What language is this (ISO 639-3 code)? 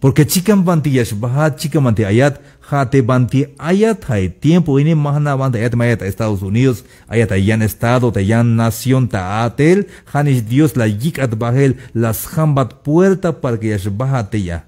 tzh